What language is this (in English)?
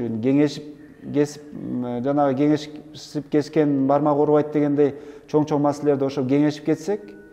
Kyrgyz